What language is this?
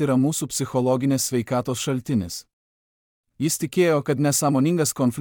Lithuanian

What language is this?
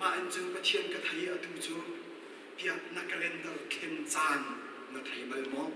Hakha Chin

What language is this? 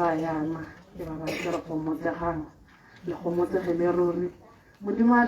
Tswana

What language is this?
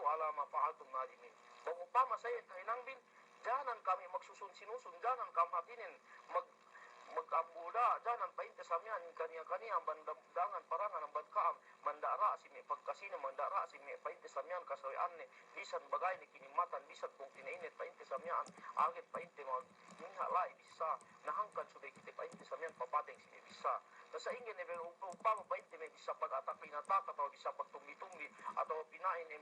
Yakan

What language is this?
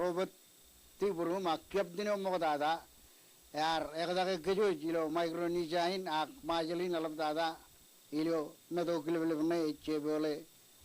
Marshallese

